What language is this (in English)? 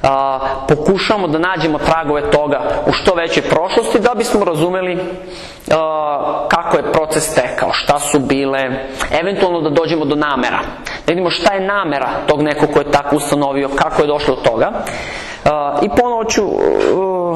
Serbian